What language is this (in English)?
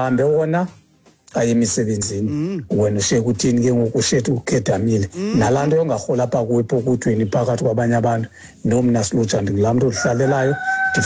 Xhosa